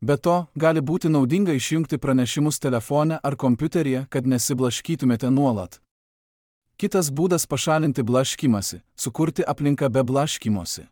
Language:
Lithuanian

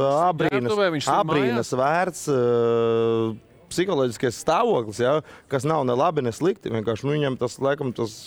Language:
Latvian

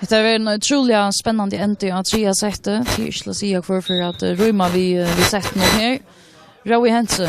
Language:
Faroese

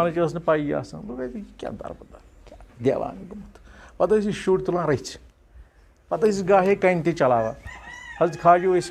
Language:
Kashmiri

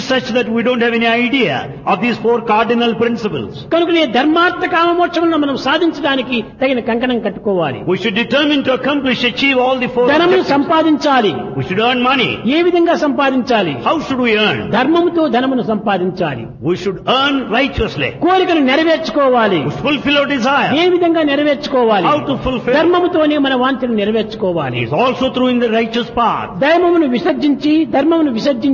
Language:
Telugu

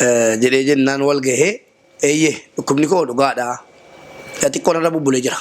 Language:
Oromo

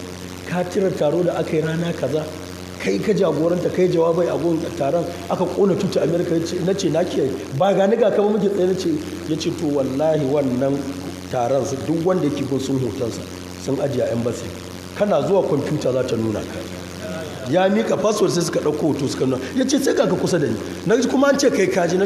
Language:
Hausa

